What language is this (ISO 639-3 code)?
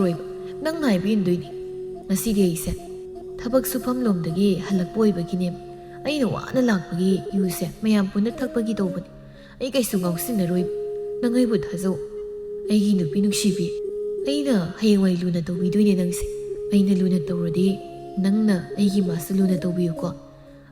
mni